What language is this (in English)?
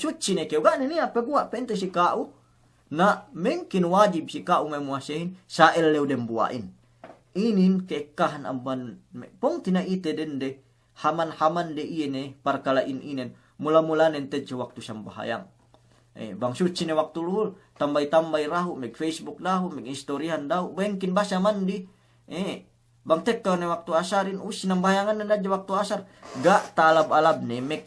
Yakan